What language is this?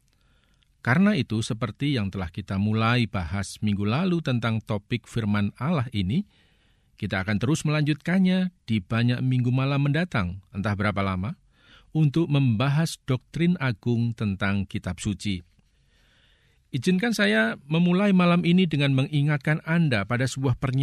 Indonesian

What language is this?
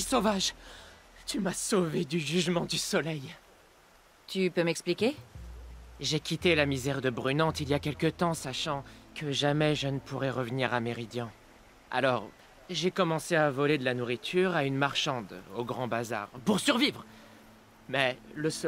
French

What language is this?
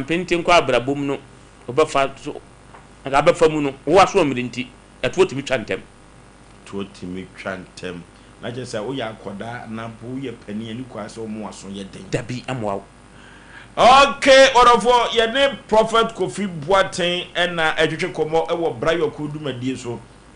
Akan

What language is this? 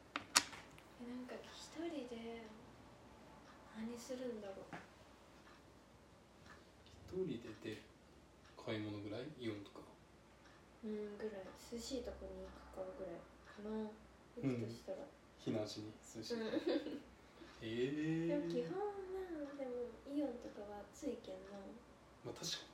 Japanese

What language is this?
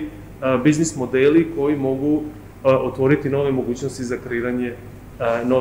Serbian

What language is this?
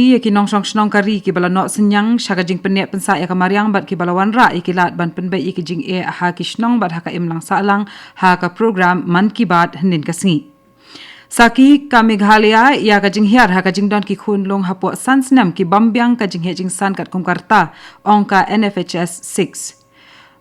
Khasi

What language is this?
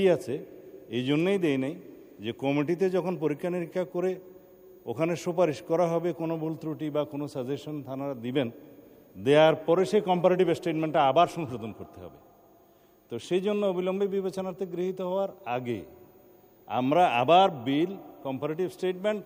Bangla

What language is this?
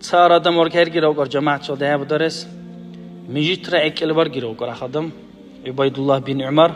Dargwa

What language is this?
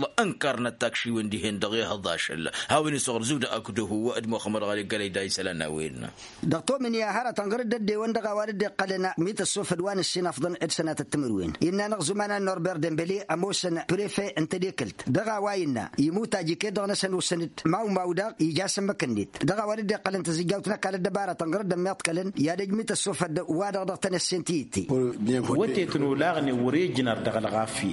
Tamasheq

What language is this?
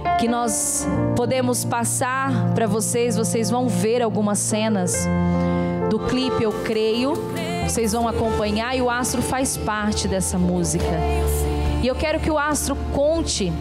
Portuguese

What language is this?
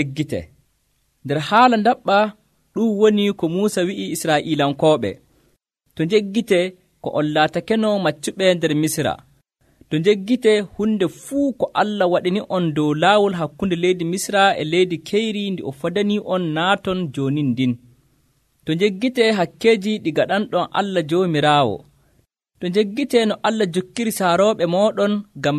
Nigerian Fulfulde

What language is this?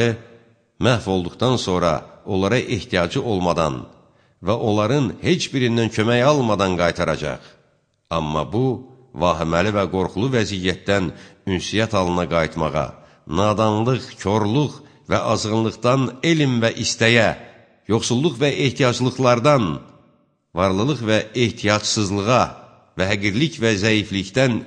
Azerbaijani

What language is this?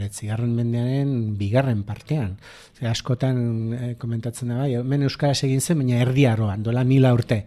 Basque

